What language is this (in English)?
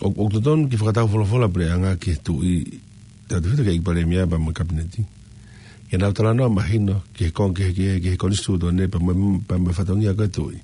Tongan